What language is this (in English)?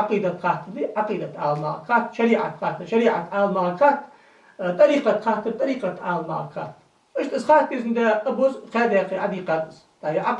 Ingush